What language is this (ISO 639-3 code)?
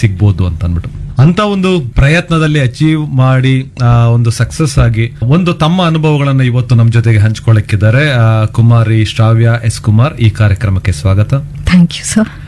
kan